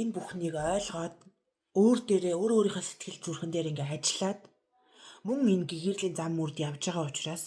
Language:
Mongolian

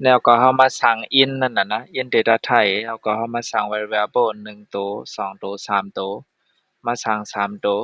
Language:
Shan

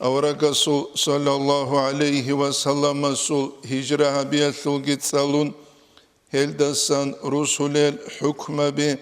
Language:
Avaric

